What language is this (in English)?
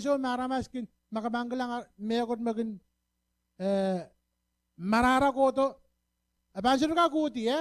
Pohnpeian